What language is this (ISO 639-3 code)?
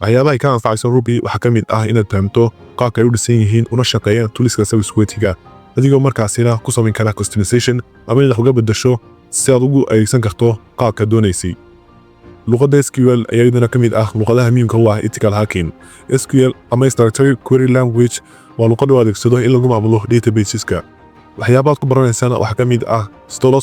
som